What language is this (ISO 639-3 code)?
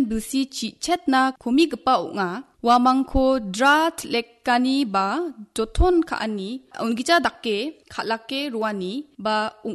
grt